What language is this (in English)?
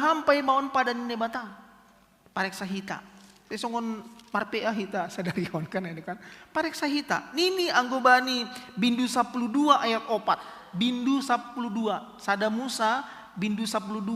Batak Simalungun